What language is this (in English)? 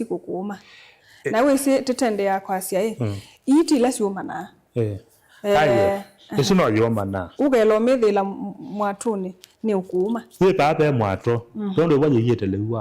Kamba